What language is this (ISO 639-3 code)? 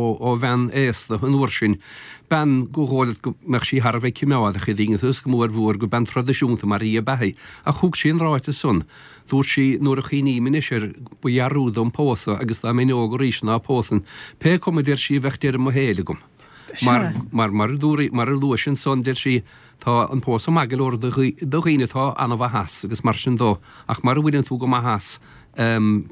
gle